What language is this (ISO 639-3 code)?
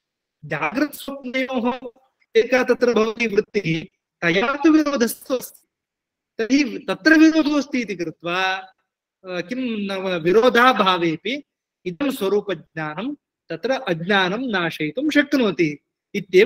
san